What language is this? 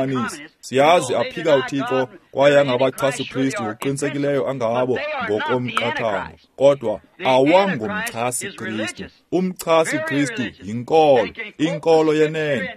Xhosa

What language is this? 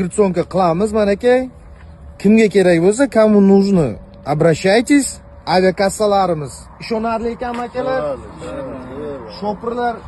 Uzbek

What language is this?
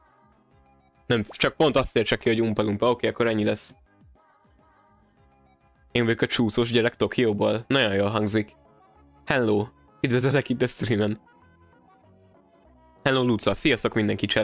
Hungarian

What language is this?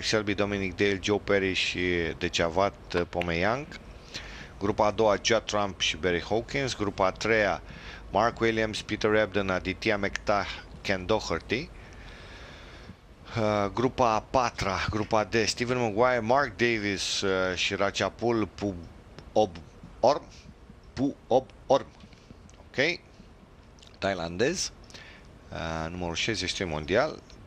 Romanian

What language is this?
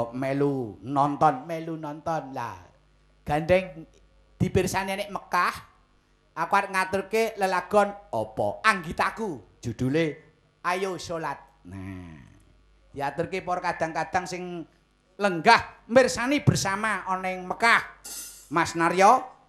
Javanese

